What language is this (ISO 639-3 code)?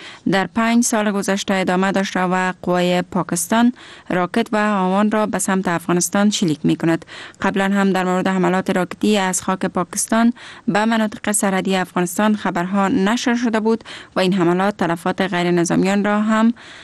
fas